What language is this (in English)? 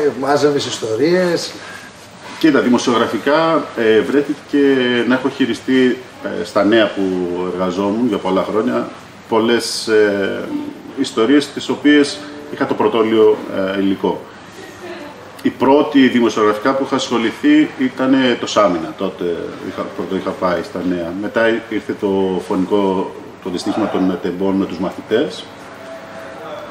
Greek